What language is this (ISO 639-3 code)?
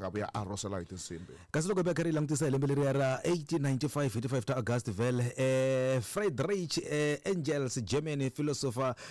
tso